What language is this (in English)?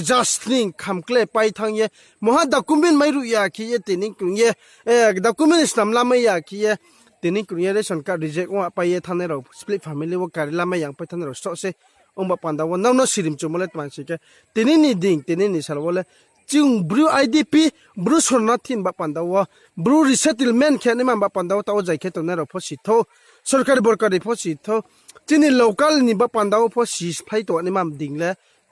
Riang (India)